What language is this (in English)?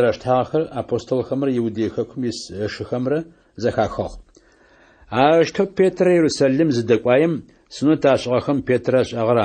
Adyghe